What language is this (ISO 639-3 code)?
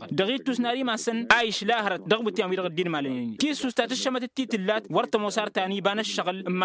taq